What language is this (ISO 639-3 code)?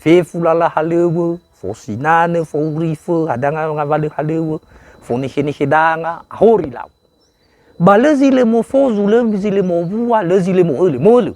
nia